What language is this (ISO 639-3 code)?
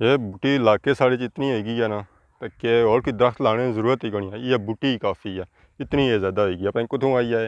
phr